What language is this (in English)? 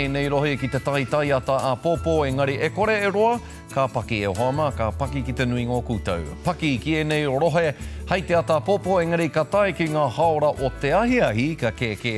Māori